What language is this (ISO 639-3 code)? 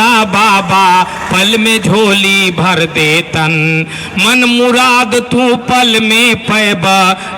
mag